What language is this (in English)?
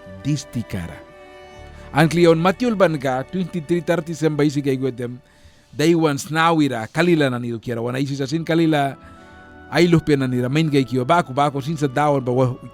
Mískito